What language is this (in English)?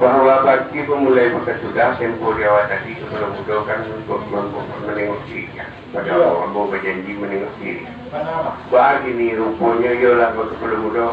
Minangkabau